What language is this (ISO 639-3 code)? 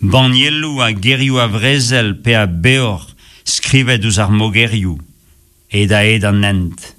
bre